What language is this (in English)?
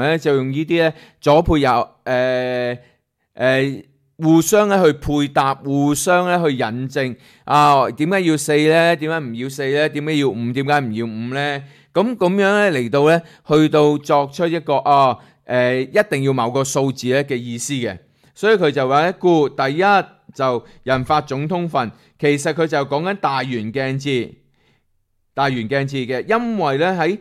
Cantonese